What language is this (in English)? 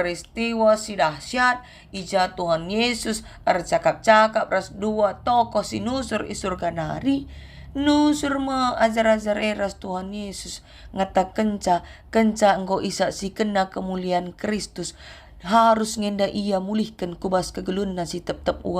Batak Karo